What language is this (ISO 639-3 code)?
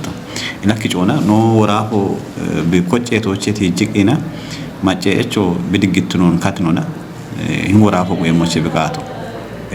kbr